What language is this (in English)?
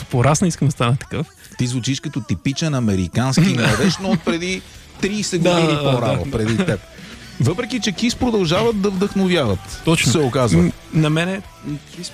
Bulgarian